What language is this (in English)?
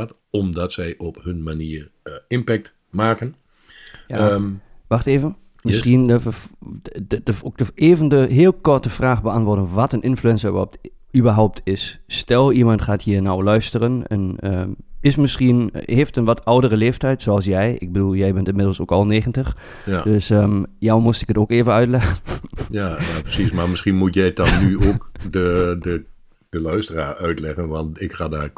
Dutch